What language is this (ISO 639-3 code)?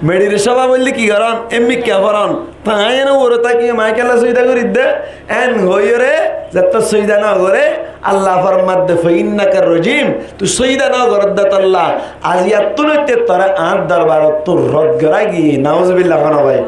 rhg